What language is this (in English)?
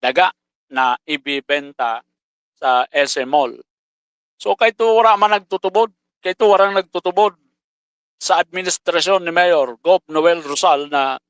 Bikol